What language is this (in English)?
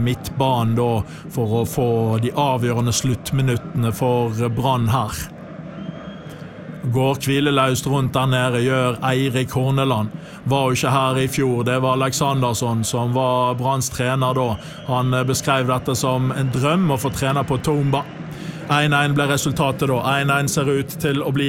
Norwegian